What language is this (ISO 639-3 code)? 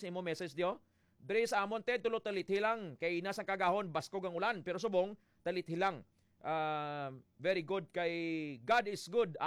hil